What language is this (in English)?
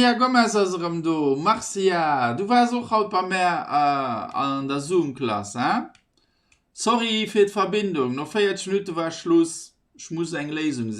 Luxembourgish